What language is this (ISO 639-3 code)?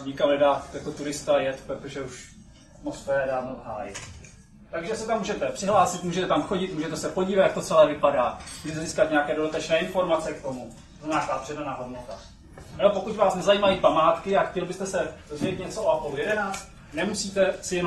ces